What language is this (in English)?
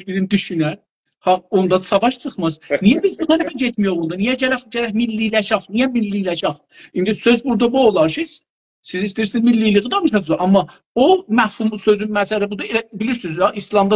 South Azerbaijani